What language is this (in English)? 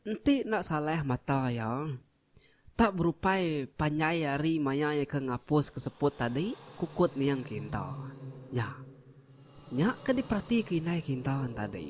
Iban